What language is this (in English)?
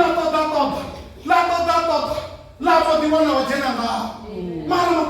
Venda